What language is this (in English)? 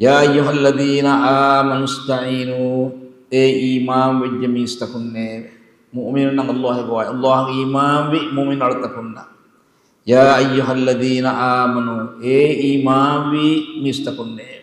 Divehi